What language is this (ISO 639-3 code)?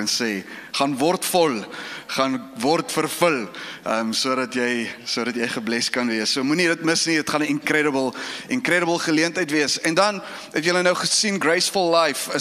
afr